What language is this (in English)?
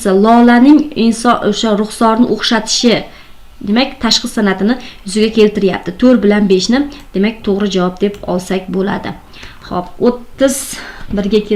Uzbek